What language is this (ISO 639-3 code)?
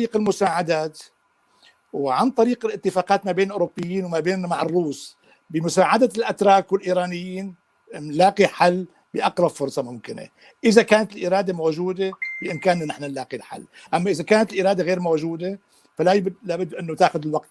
apc